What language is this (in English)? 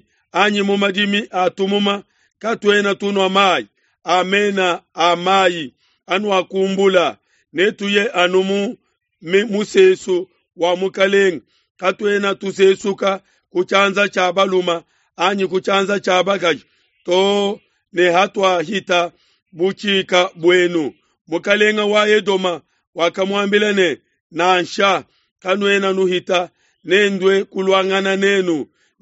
Luba-Lulua